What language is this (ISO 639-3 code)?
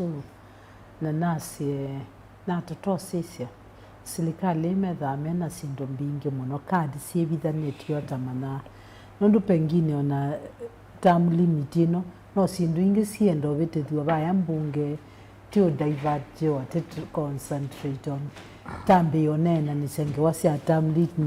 kam